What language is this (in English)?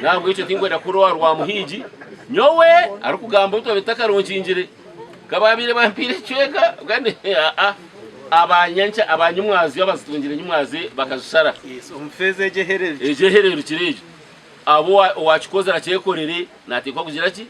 Nyankole